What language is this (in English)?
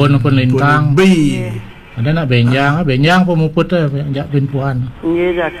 Balinese